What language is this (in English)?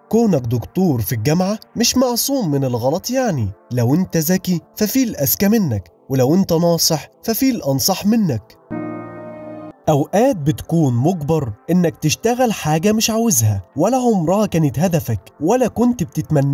Egyptian Arabic